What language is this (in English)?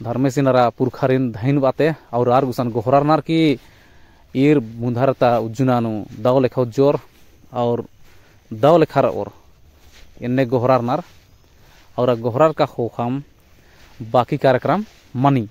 Kurukh